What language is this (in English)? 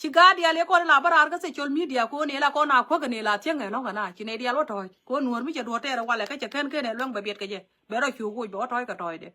Nuer